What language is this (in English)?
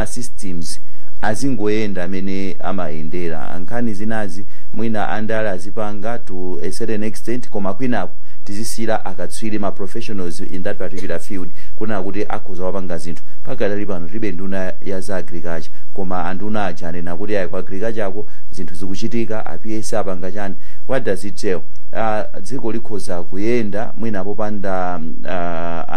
Nyanja